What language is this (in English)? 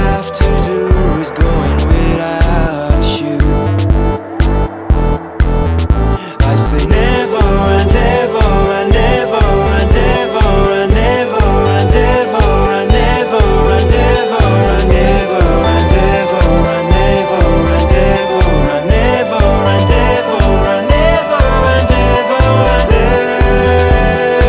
English